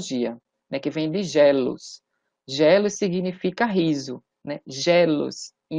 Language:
Portuguese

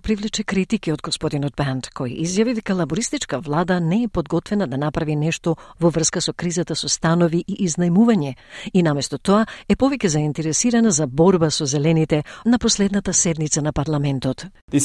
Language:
Macedonian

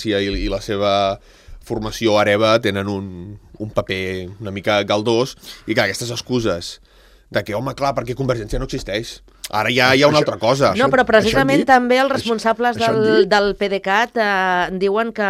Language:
Catalan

